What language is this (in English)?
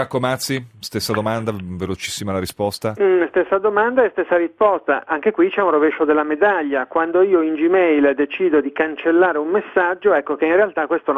Italian